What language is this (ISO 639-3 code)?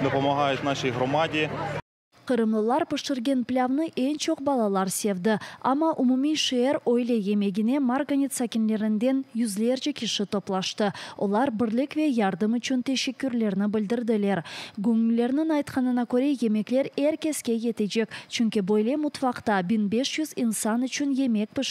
crh